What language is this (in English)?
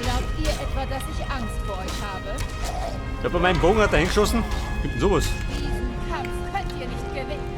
Bavarian